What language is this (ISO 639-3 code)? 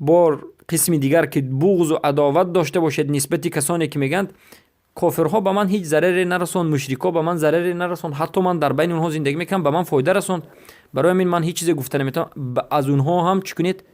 fas